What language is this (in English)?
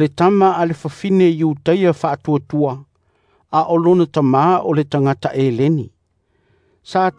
Samoan